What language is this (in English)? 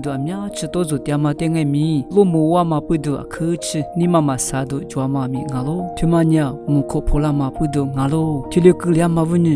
Lisu